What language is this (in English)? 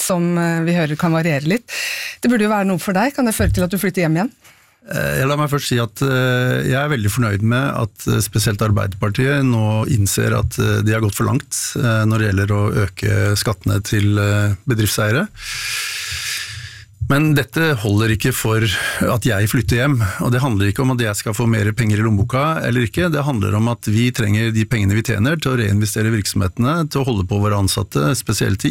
Norwegian